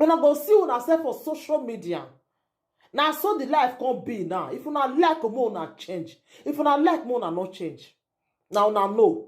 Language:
Nigerian Pidgin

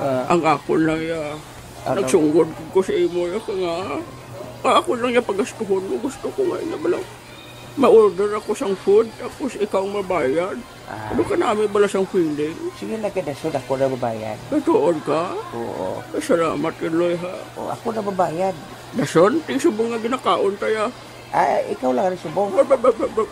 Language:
Hiligaynon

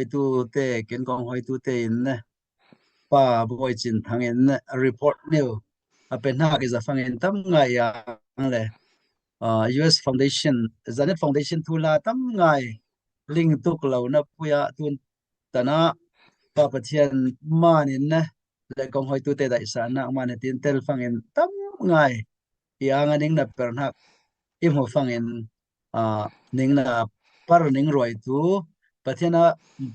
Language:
Falam Chin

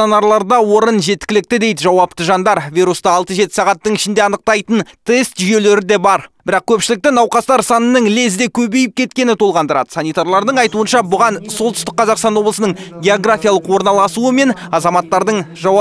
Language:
Kazakh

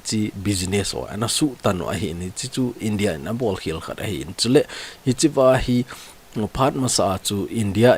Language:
Thado Chin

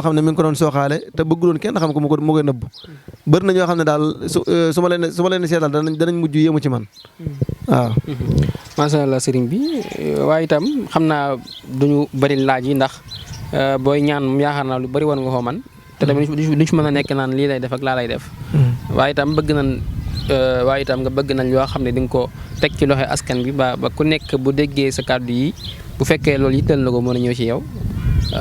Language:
Wolof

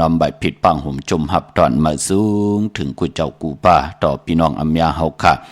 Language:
Shan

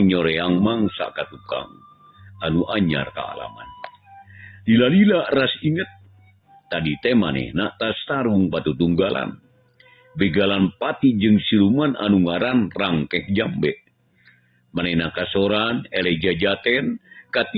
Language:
Sundanese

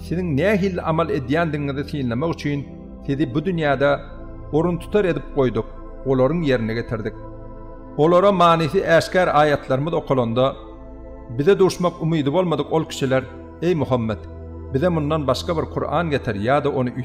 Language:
Turkmen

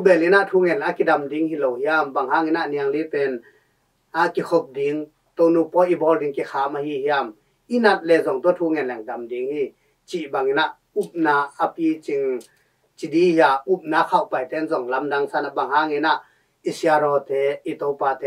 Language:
Tedim Chin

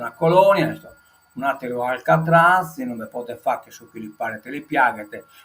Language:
Sardinian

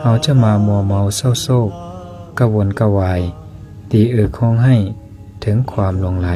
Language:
Lao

